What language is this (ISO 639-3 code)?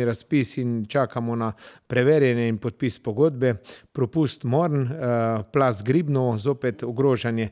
slv